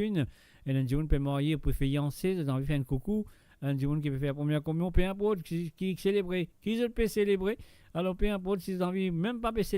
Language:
Morisyen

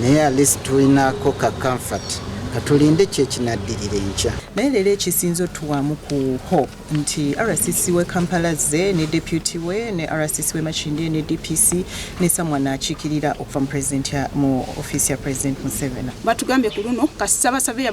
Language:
Ganda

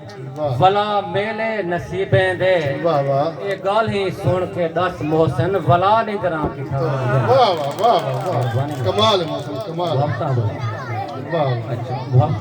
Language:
Saraiki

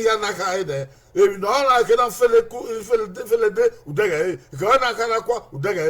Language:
Bini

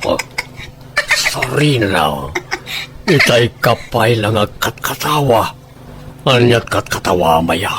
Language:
Iloko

